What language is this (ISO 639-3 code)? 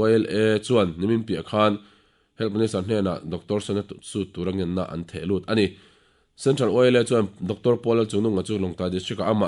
lus